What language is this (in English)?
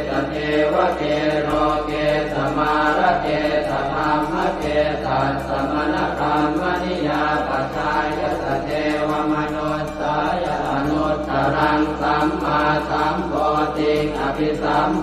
Pali